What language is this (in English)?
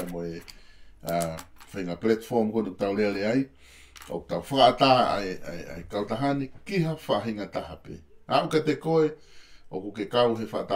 Tongan